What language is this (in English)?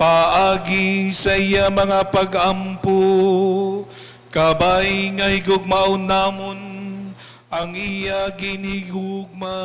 Hiligaynon